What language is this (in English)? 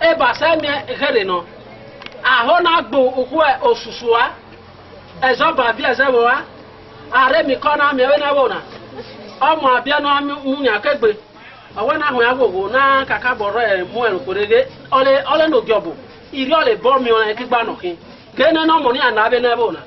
Esan